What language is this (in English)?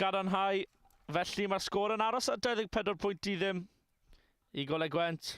Welsh